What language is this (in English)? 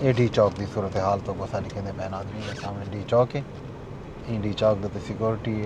Saraiki